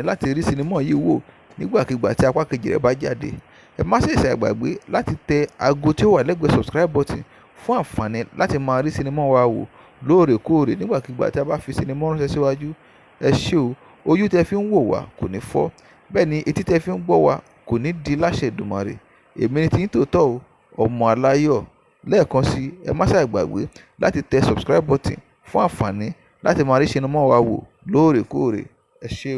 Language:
Yoruba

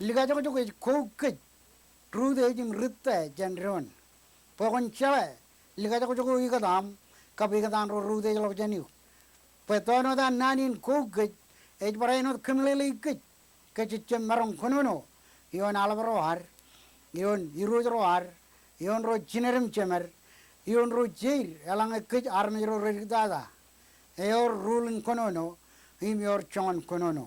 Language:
Marshallese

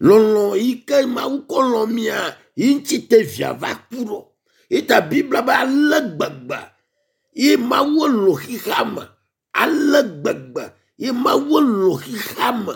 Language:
Ewe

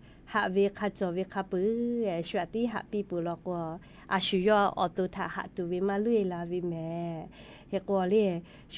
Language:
Lahu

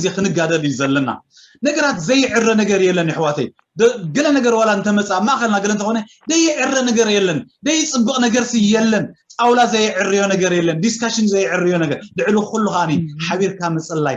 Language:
Tigrinya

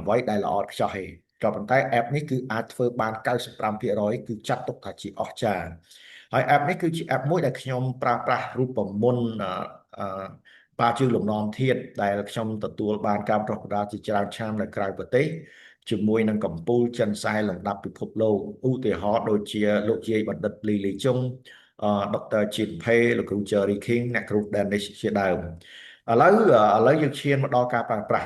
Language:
Khmer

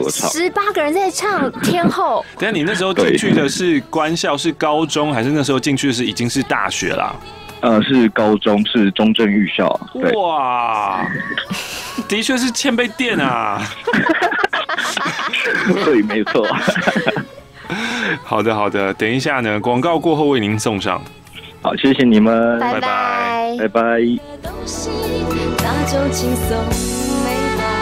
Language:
Chinese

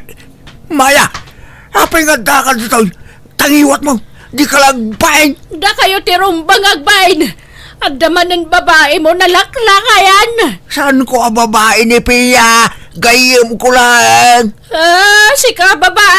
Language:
Iloko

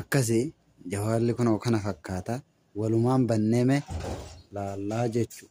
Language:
Oromo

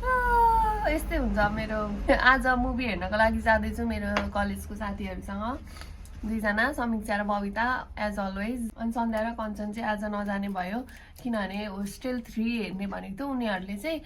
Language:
Nepali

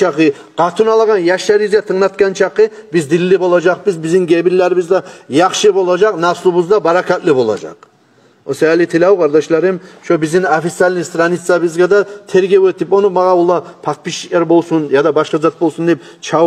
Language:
Kumyk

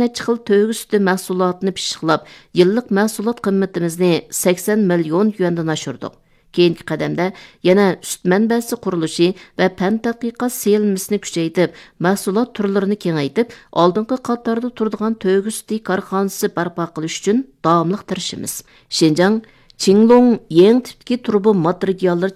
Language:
Uyghur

